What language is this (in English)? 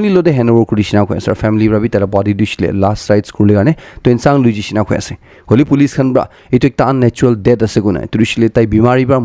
Naga Pidgin